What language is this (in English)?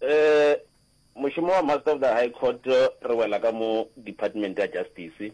Northern Sotho